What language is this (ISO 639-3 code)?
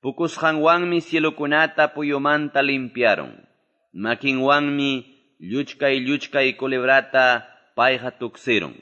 que